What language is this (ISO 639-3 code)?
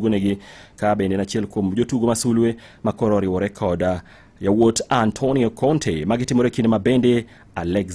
luo